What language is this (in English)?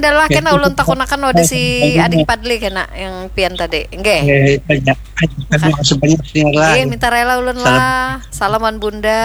Banjar